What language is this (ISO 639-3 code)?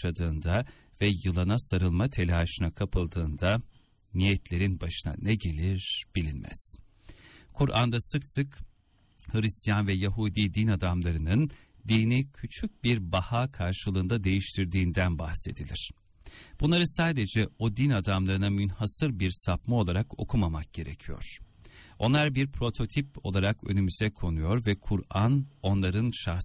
tur